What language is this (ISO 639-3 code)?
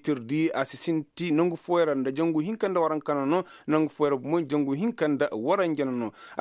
ses